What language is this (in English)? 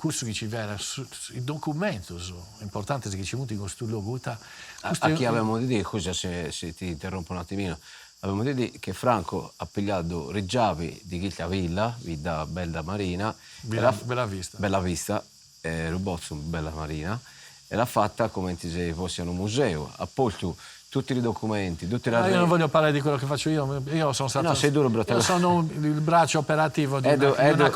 Sardinian